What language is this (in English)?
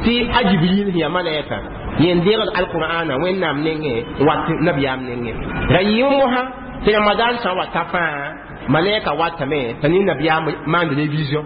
Mossi